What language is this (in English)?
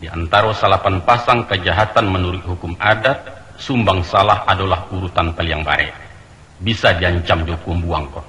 Minangkabau